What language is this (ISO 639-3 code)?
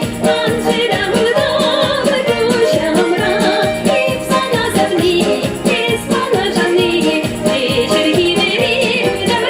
chv